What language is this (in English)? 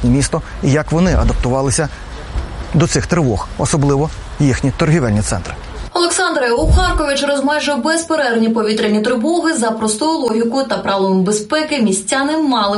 Ukrainian